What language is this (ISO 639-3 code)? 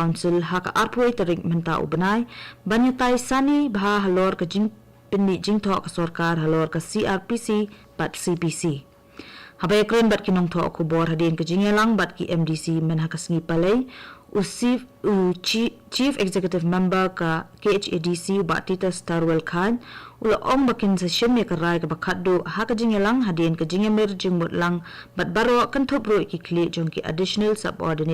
kha